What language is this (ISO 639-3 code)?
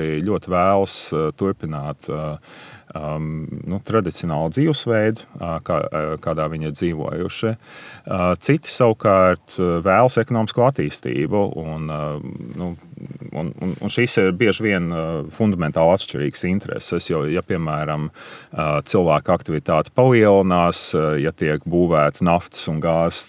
lav